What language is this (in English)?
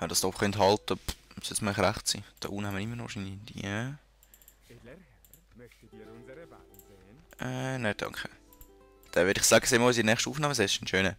Swiss German